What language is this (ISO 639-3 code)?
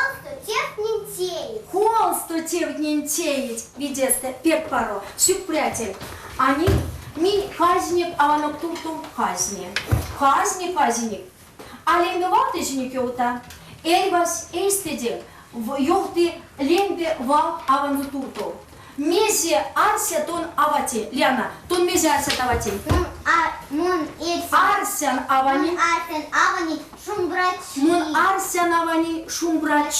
myv